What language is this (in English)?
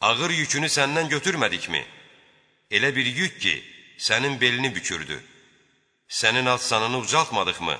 Azerbaijani